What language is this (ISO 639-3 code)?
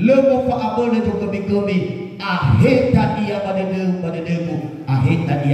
nia